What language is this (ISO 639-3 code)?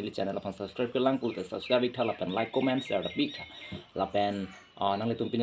mjw